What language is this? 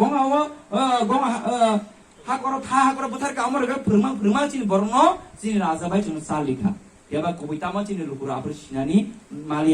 Kok Borok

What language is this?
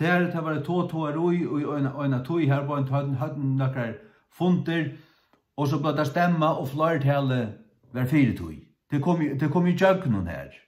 Faroese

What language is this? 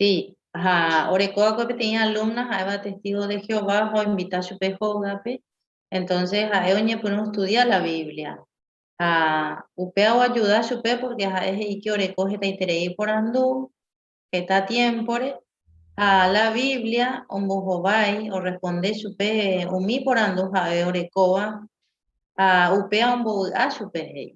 Guarani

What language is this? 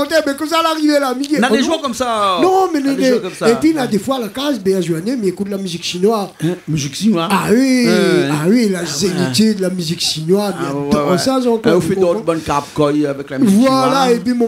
Réunion Creole French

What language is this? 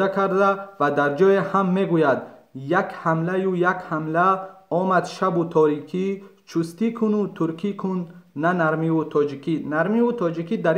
Tajik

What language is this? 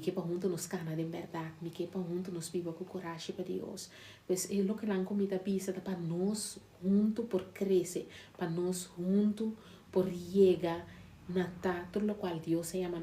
Papiamento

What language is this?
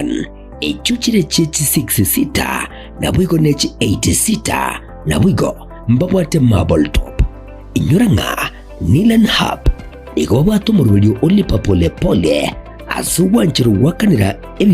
Gusii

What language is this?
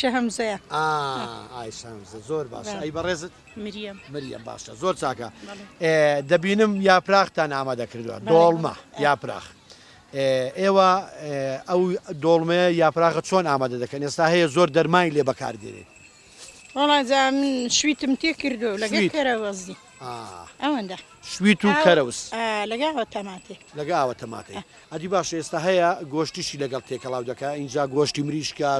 Central Kurdish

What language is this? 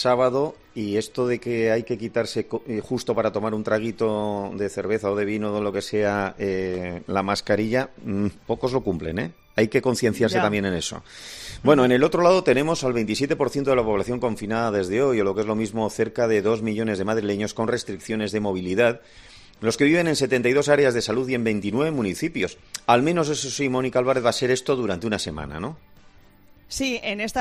Spanish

